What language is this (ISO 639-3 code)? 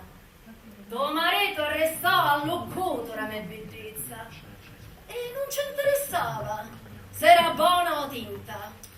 scn